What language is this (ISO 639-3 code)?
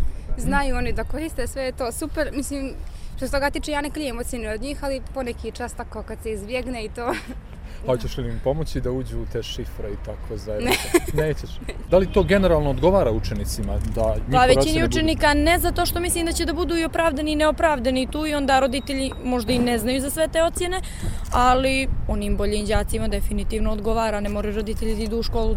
srp